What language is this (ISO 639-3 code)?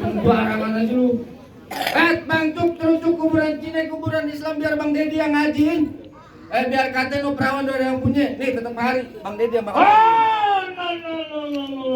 bew